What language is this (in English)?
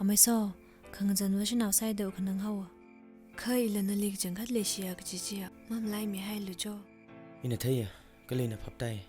Tangkhul Naga (India)